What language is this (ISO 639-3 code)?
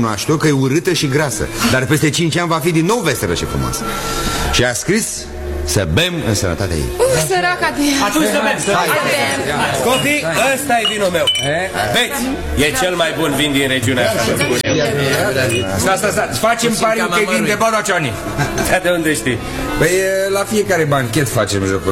ron